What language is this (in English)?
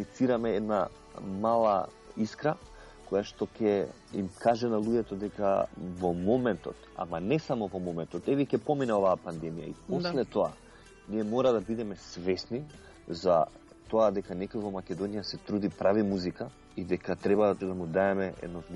Macedonian